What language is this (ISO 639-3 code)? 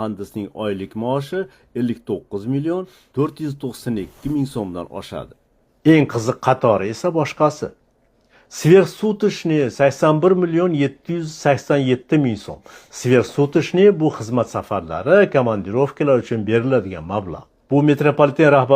uzb